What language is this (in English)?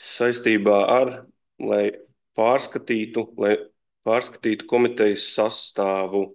Latvian